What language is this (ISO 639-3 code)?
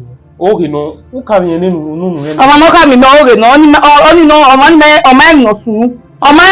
bin